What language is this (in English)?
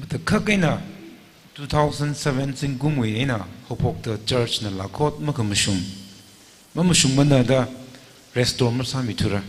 Tangkhul Naga (India)